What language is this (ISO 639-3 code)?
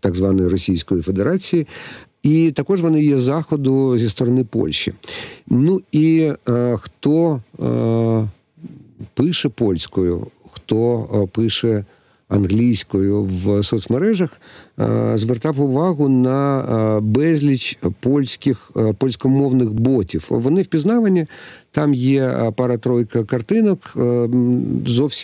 ukr